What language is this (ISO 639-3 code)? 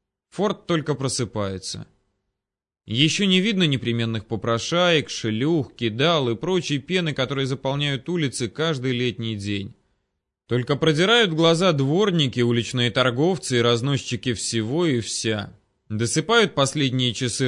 rus